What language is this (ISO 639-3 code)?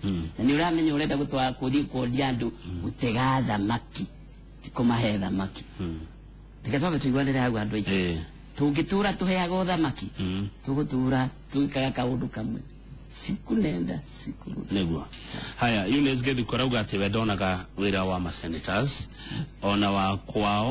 kik